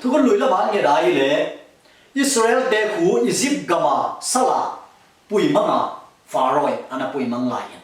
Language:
Tedim Chin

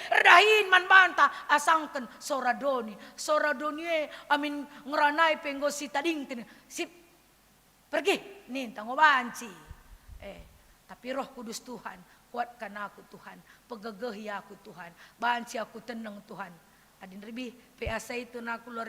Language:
Batak Karo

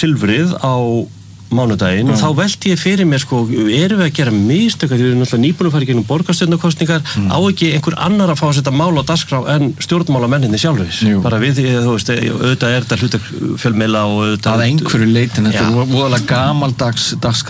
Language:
Icelandic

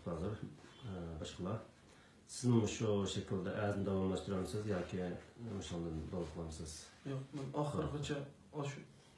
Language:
Uyghur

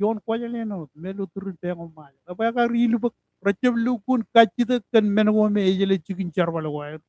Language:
Marshallese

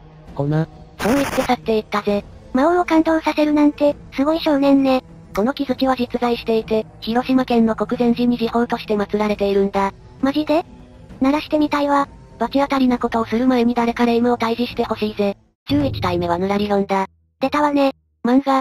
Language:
Japanese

